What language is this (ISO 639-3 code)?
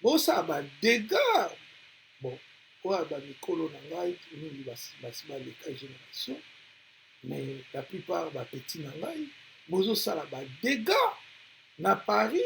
lin